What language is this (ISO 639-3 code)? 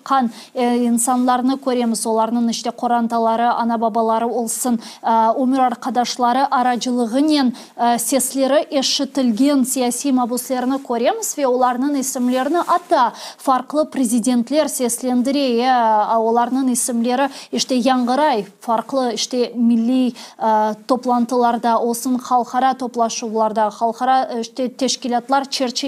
crh